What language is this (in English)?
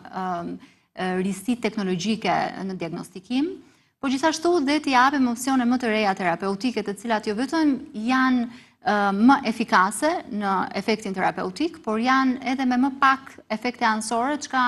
Albanian